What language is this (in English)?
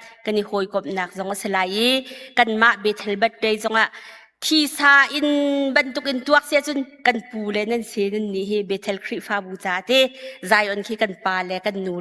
Hakha Chin